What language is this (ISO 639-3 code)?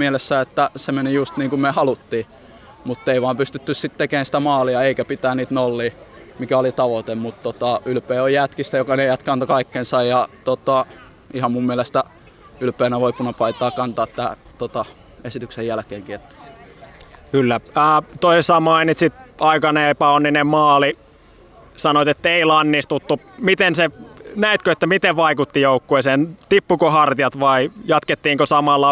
fin